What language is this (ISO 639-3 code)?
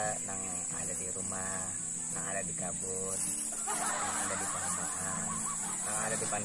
bjn